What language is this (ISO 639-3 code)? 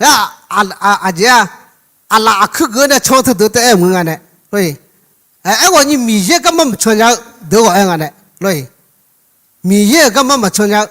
ahk